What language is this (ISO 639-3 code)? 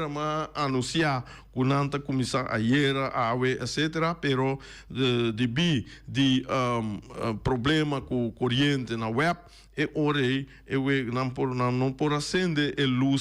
pap